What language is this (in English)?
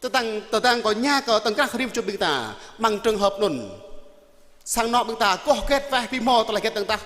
Jarai